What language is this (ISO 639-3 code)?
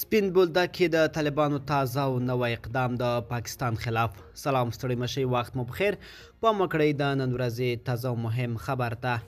pus